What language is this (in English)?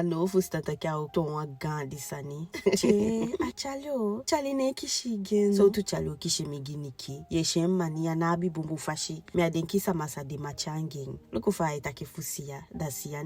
Eastern Maroon Creole